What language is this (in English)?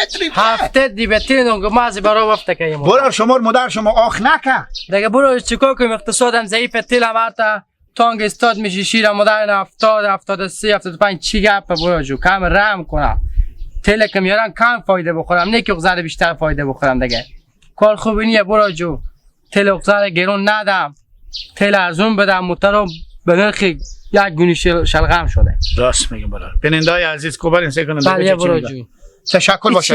Hazaragi